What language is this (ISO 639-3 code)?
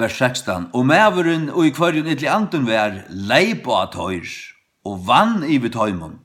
fao